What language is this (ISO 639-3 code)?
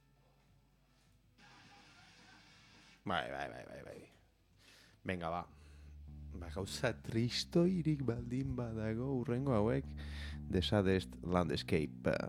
eus